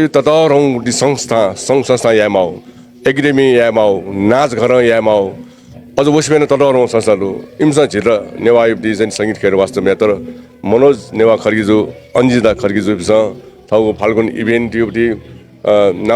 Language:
Newari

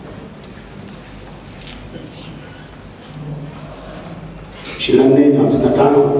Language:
Swahili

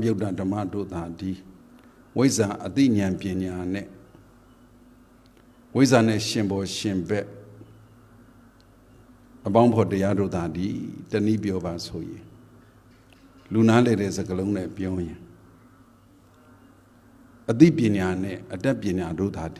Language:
Burmese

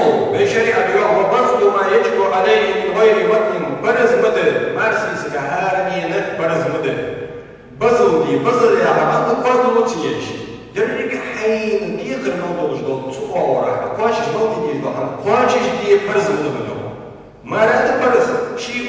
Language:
Ingush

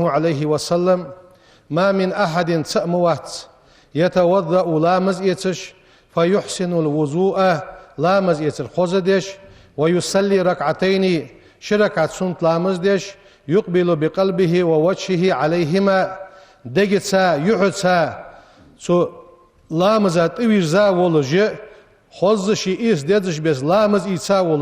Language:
Ingush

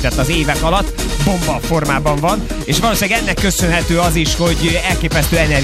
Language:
Hungarian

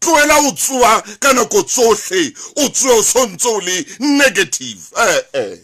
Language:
Southern Sotho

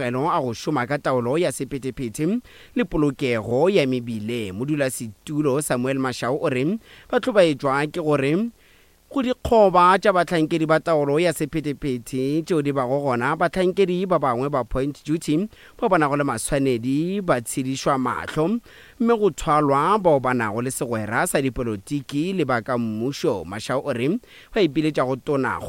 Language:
Northern Sotho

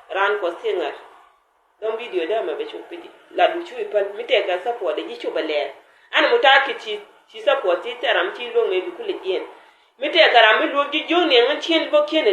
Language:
Nuer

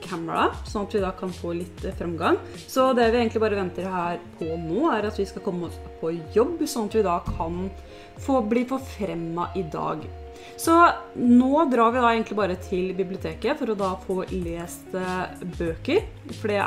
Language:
Norwegian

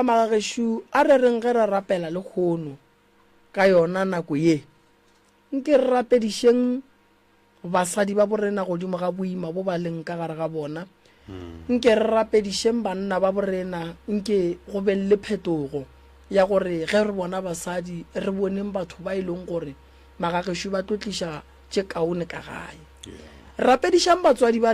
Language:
Northern Sotho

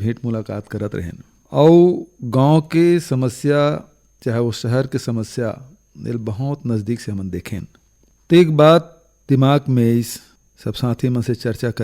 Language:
Chhattisgarhi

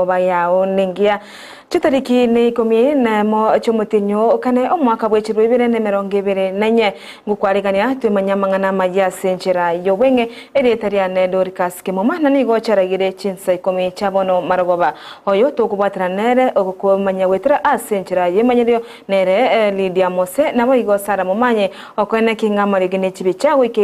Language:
Gusii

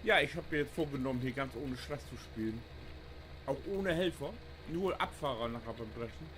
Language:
Low German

